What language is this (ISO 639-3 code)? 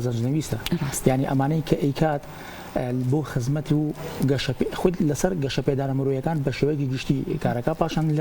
ckb